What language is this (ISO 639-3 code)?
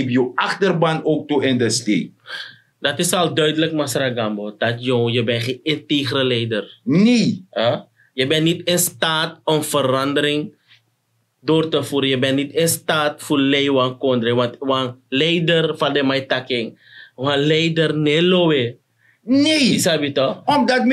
srn